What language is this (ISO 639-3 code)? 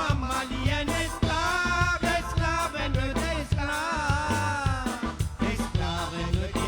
mfe